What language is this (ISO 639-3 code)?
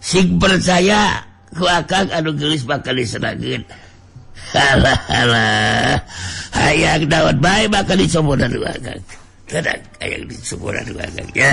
sun